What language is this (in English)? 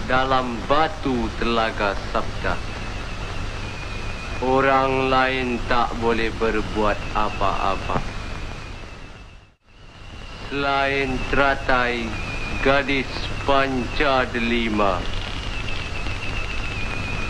Malay